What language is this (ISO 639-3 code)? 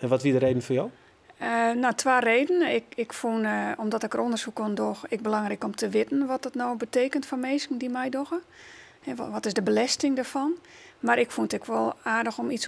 fry